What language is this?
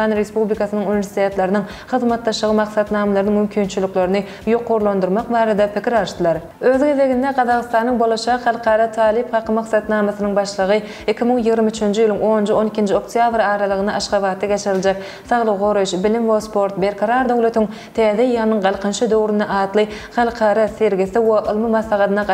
Turkmen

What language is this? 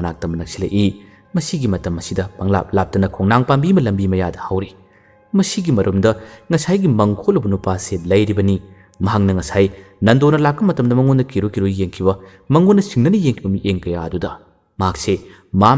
Manipuri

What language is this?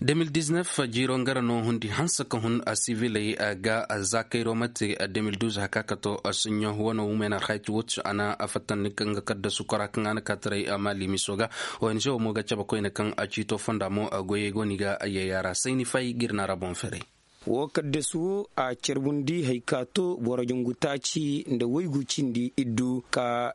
Koyraboro Senni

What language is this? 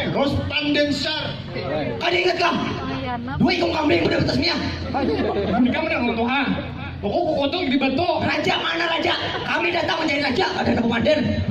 Banjar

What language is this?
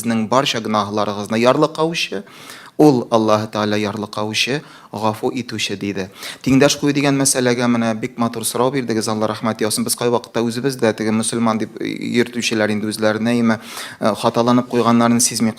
Tatar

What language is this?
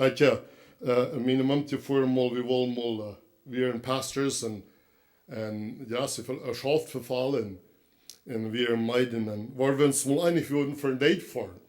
Plautdietsch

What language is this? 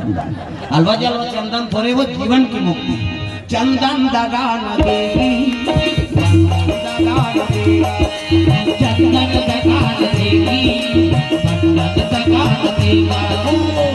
Chhattisgarhi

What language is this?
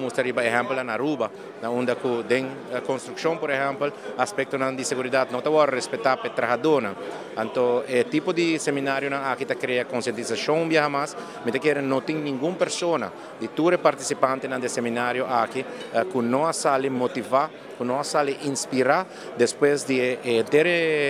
Papiamento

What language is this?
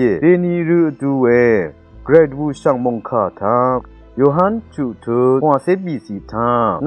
Rawang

